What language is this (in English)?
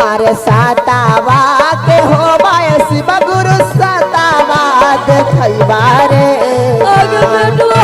Magahi